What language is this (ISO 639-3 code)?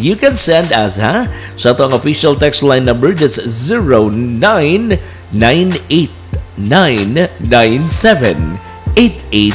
fil